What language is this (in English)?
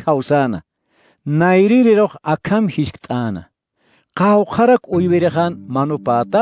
Aymara